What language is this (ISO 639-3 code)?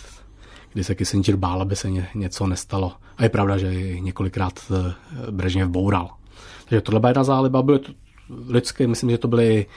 ces